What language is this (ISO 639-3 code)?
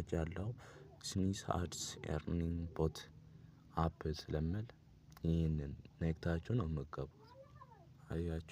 amh